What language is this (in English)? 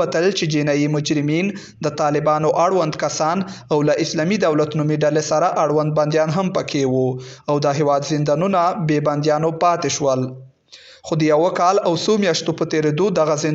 Pashto